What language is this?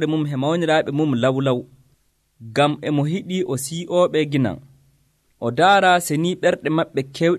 Nigerian Fulfulde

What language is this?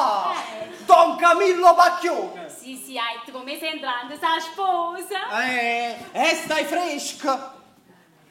Neapolitan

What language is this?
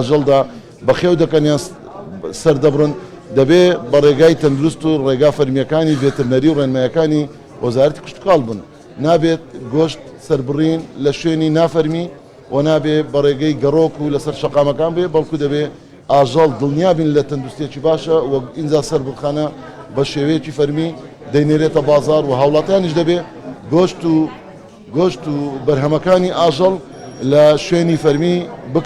Central Kurdish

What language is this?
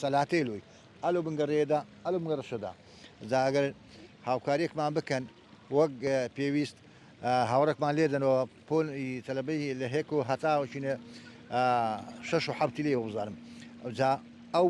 Central Kurdish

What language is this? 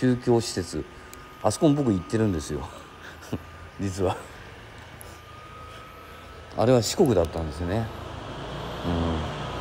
Japanese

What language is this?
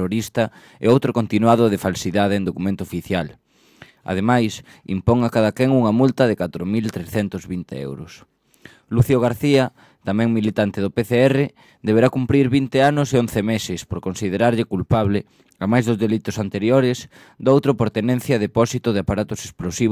Galician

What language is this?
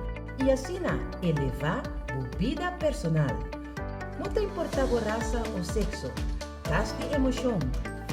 Papiamento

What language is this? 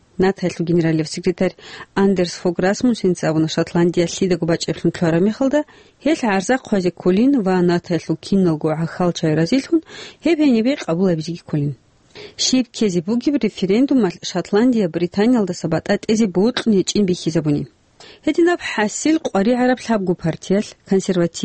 Avaric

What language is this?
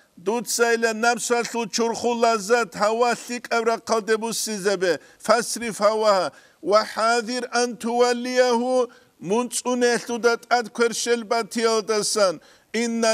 Avaric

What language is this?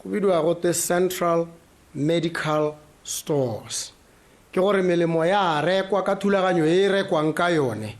Tswana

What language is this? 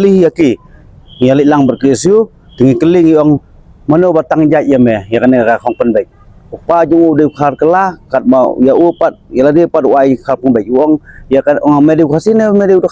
Khasi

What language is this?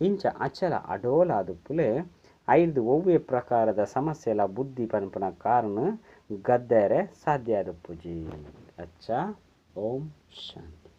Tulu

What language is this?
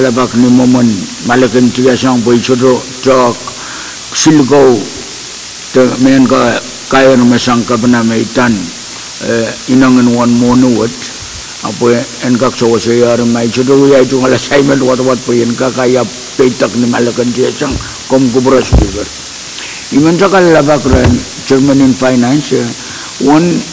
Pohnpeian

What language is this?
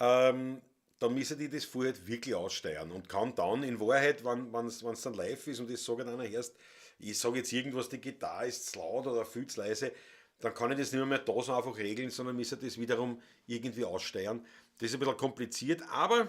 Bavarian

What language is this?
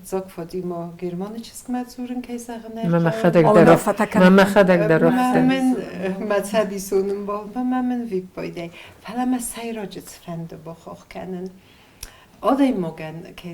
Ossetic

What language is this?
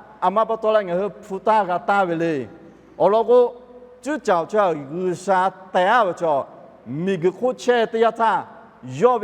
Lahu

